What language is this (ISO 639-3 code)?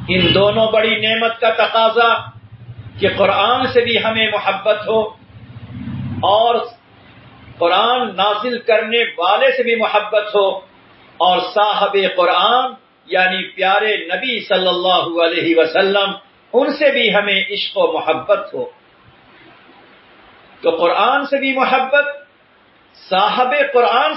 urd